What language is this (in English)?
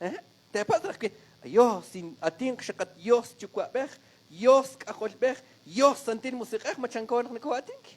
Kekchí